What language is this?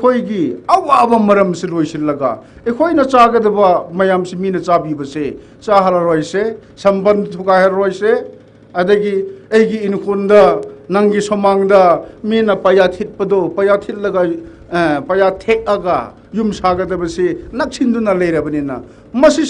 Tangkhul Naga (India)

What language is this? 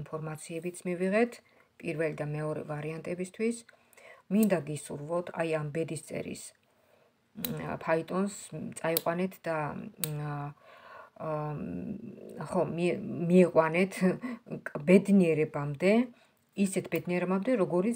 Georgian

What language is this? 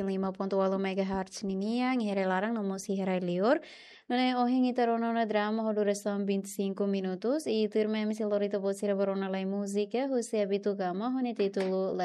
Tetum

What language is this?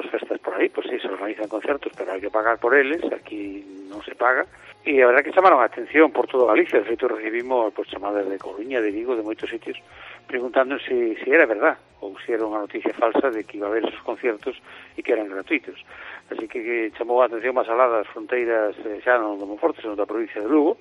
Galician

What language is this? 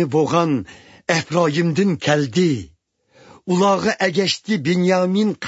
Uyghur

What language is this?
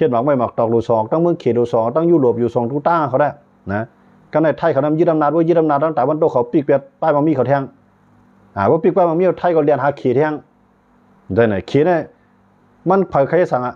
Shan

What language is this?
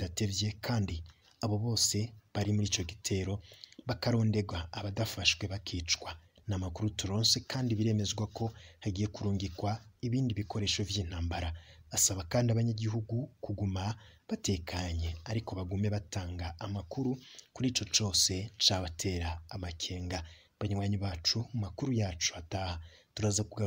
Rundi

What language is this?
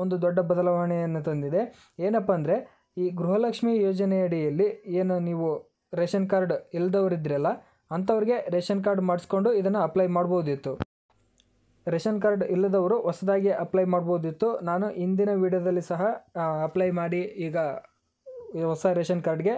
Kannada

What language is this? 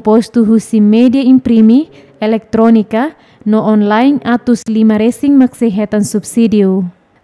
Tetum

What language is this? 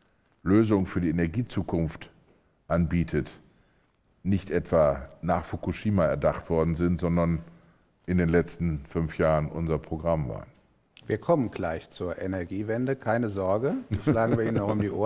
German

